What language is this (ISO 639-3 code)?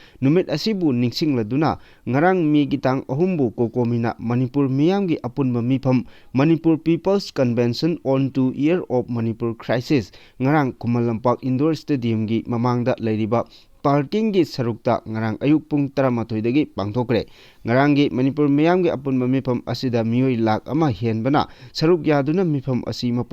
mni